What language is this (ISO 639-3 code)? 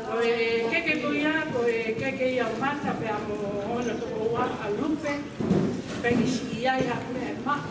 ton